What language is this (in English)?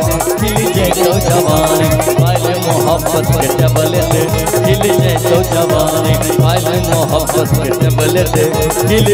Bhojpuri